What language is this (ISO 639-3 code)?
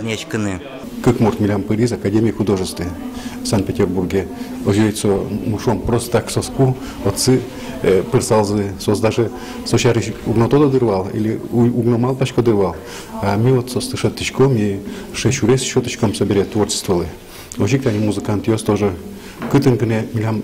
udm